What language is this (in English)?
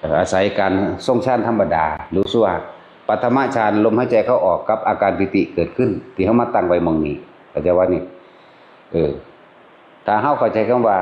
Northeastern Thai